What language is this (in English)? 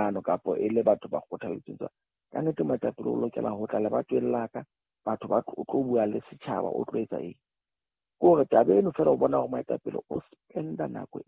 Southern Sotho